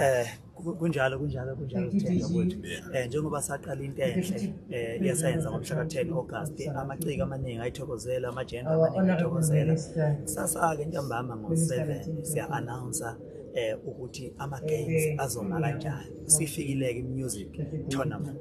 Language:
Zulu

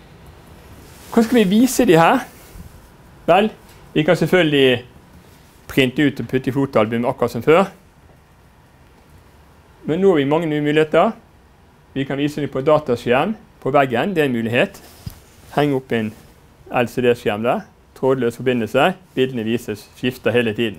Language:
Norwegian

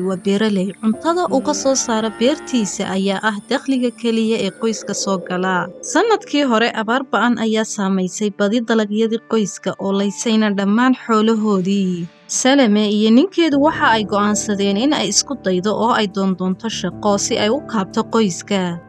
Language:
Somali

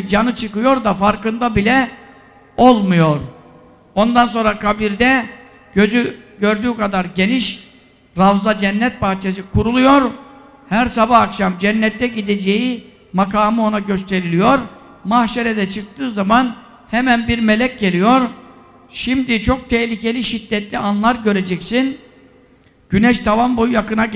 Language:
Turkish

